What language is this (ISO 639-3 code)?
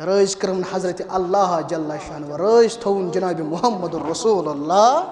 kas